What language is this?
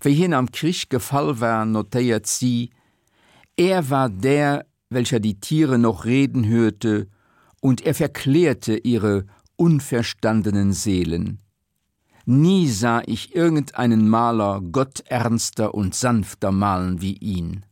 Luxembourgish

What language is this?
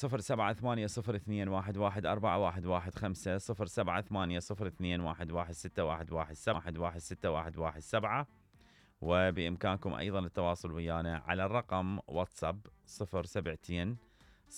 Mesopotamian Arabic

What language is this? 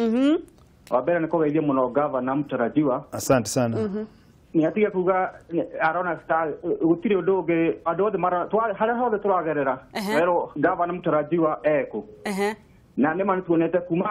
Kikuyu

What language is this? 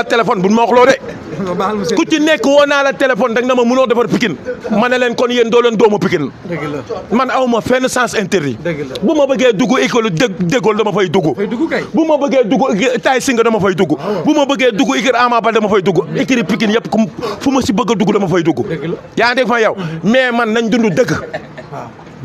Wolof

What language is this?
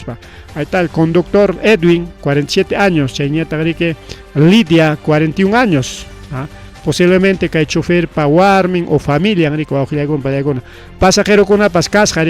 Ayacucho Quechua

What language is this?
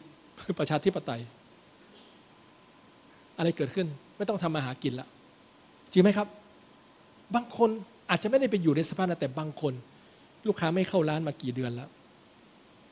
Thai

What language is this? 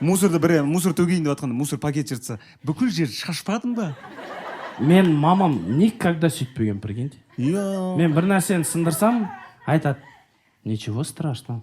Kazakh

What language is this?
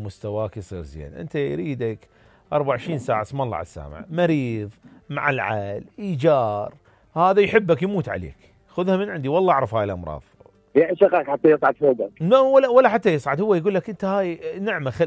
Mesopotamian Arabic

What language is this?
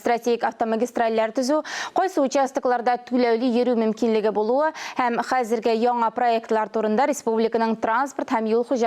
Tatar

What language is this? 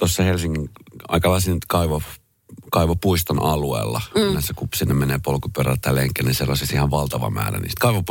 Finnish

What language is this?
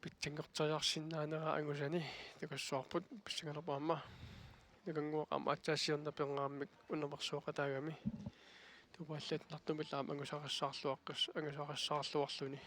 Kalaallisut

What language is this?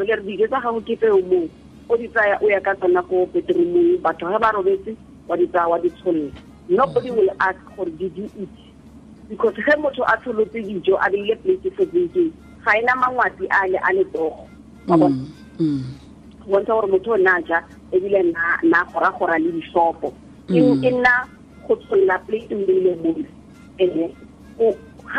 Tswana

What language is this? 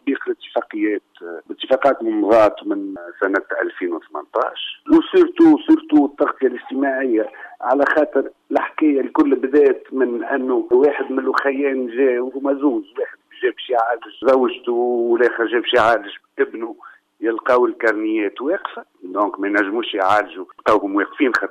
Tunisian Arabic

